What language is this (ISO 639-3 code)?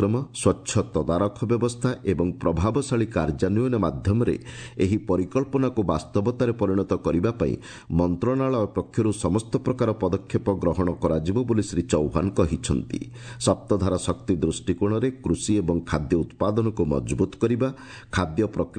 ori